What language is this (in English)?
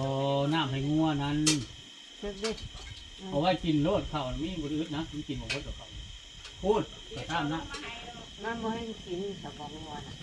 Northeastern Thai